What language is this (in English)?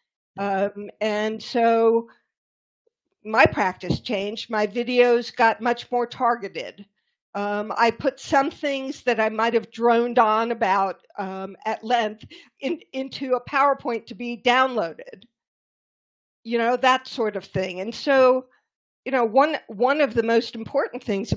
English